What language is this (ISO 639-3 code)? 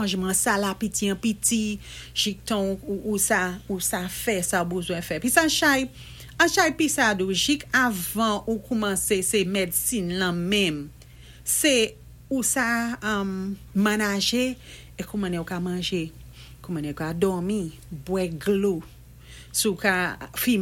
acf